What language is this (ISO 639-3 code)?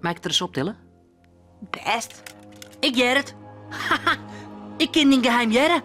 fry